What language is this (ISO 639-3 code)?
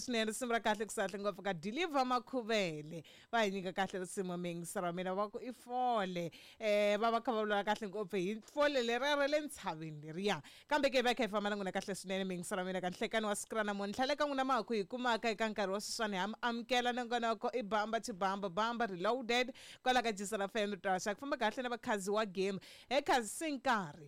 tso